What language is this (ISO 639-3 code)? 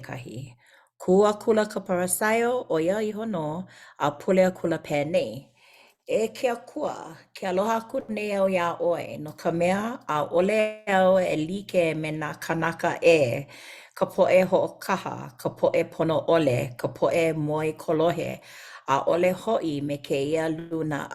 haw